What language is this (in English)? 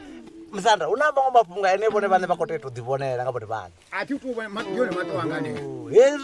Venda